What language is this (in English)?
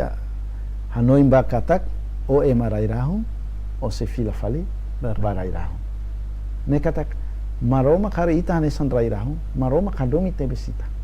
Tetum